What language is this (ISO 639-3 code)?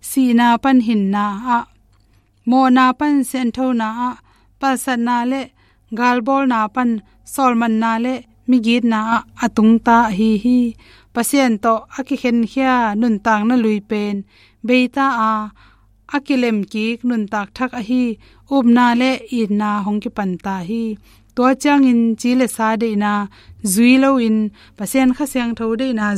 ctd